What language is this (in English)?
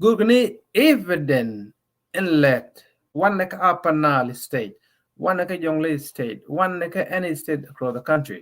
Nuer